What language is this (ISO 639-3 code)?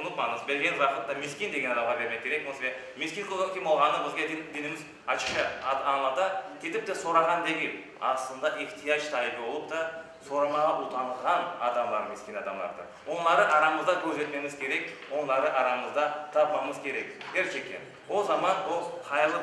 crh